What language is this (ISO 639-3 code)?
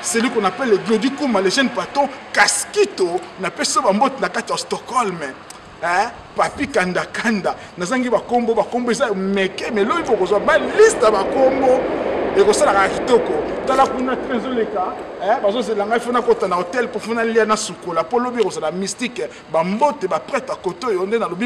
lin